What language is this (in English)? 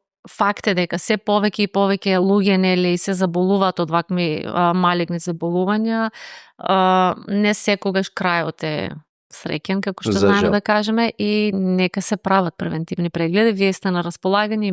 Macedonian